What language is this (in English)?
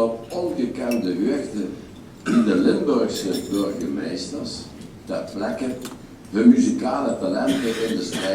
Limburgish